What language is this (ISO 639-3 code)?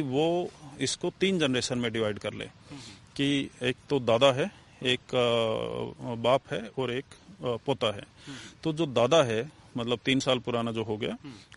hin